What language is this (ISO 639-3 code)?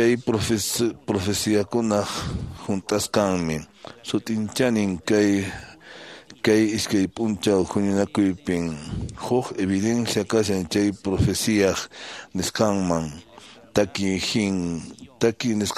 que